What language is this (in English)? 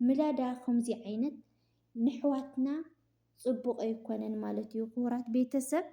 Tigrinya